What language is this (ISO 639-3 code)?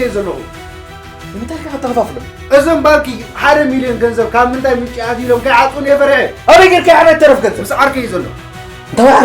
tir